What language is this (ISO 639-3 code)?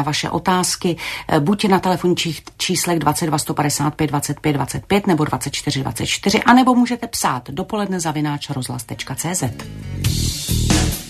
ces